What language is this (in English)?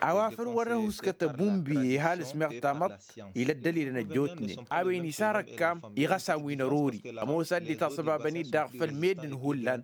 Tamasheq